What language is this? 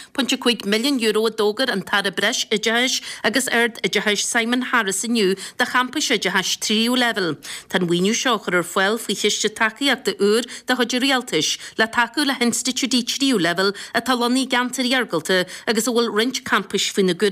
Irish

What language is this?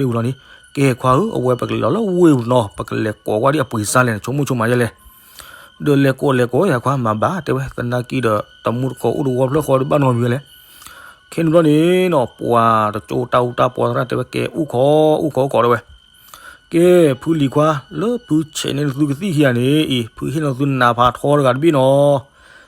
S'gaw Karen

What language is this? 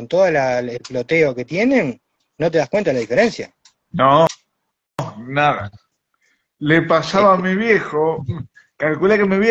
Spanish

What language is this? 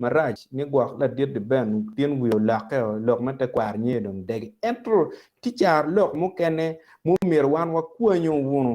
Acoli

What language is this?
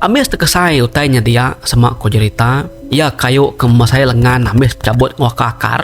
Iban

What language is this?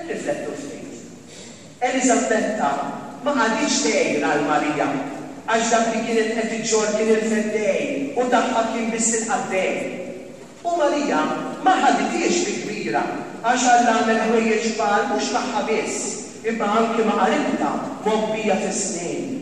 Maltese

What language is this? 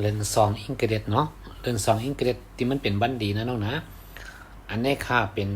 Shan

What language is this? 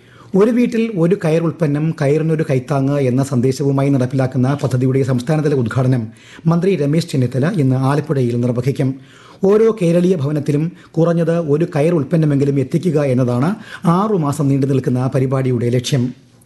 Malayalam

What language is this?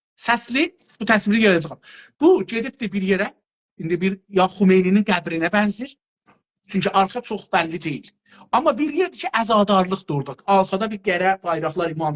South Azerbaijani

